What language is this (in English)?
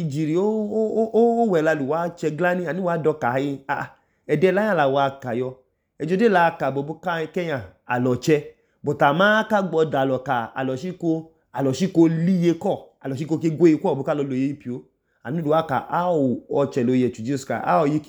Idoma